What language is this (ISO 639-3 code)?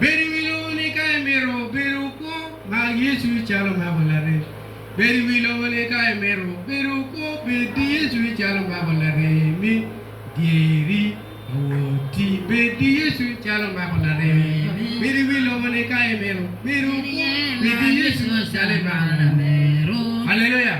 ach